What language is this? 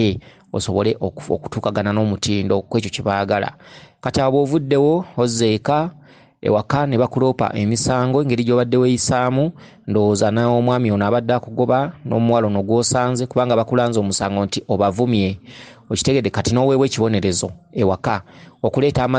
Ganda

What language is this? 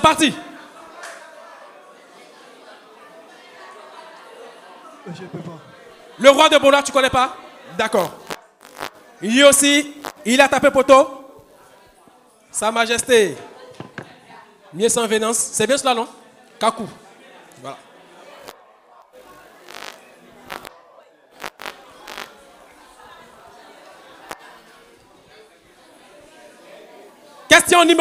French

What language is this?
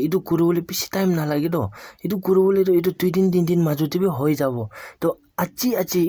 Naga Pidgin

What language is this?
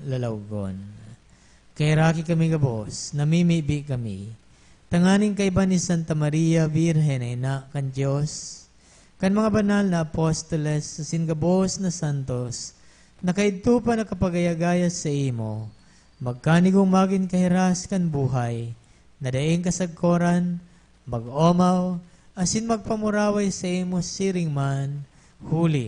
Bikol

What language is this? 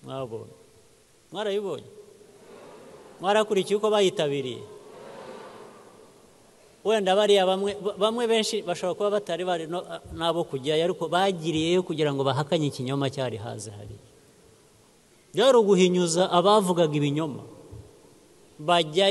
Kinyarwanda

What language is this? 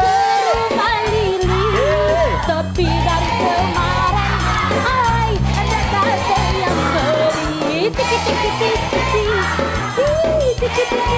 Musi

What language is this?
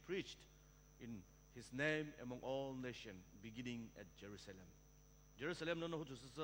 Sumi Naga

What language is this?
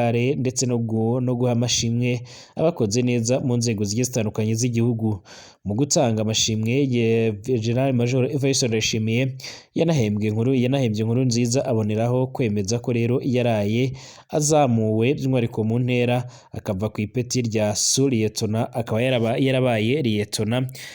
Rundi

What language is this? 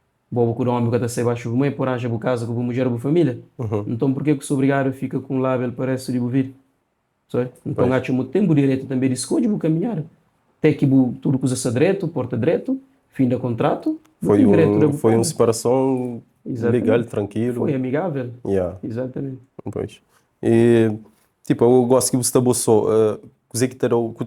Kabuverdianu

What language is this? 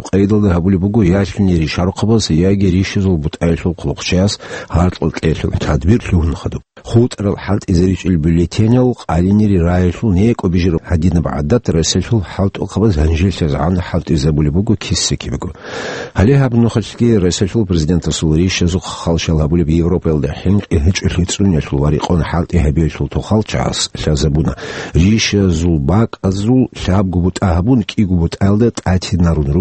Avaric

